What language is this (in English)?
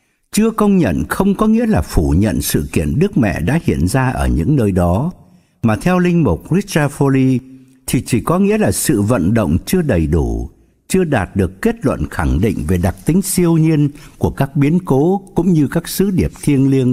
Vietnamese